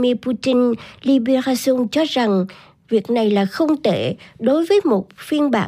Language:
Vietnamese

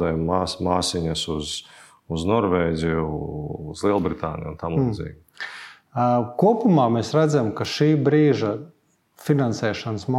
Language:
Latvian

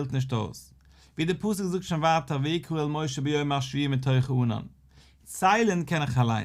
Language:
Yiddish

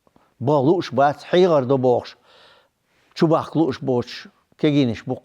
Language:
Chechen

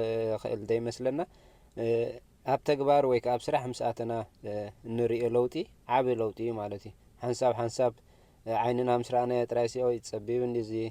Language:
Tigrinya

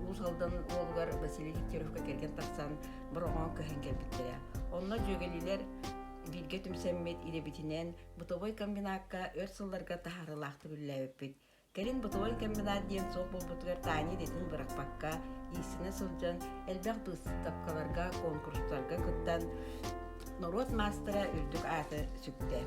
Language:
Yakut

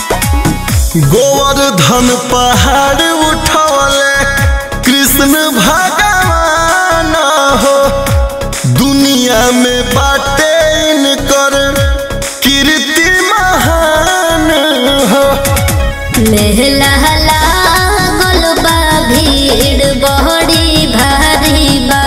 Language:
Bhojpuri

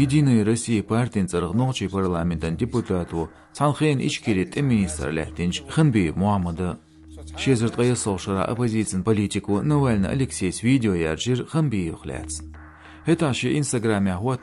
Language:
Chechen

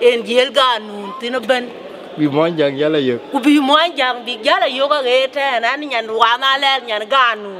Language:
Dinka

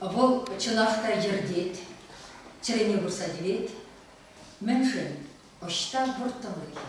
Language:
Chuvash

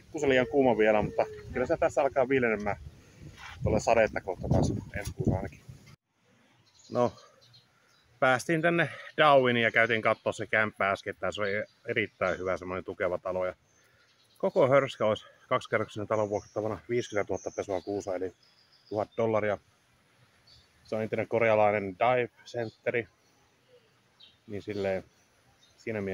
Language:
Finnish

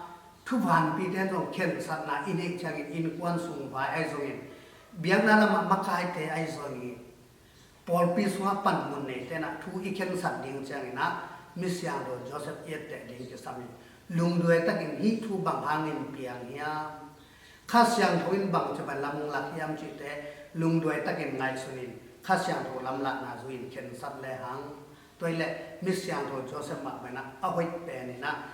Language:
Tedim Chin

